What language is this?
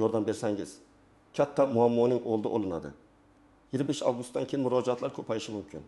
Uzbek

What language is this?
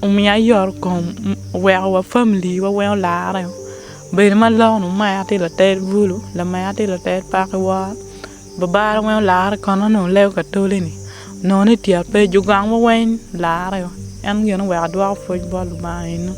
Acoli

